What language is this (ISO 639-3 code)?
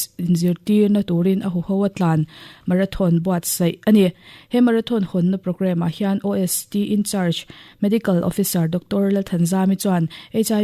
lus